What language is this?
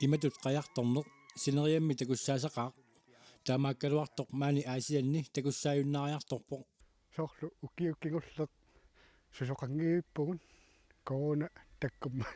Kalaallisut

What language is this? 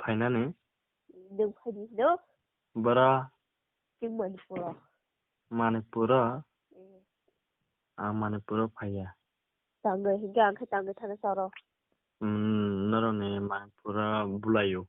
Kok Borok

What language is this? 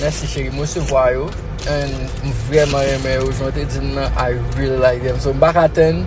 Haitian Creole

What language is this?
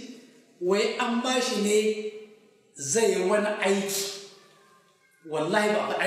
Hausa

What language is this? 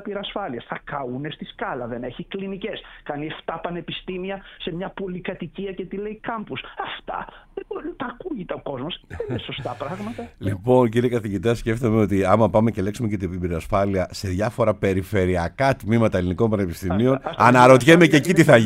Greek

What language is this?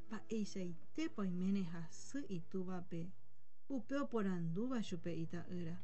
Guarani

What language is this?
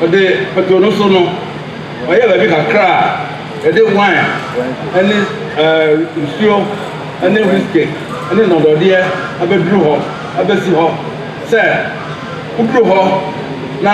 Akan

